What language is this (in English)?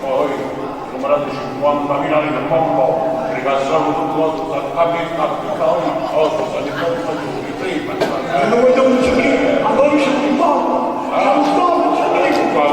Neapolitan